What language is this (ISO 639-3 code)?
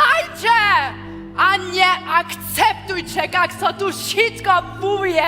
hsb